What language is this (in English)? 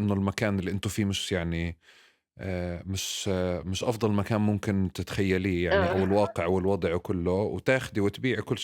North Levantine Arabic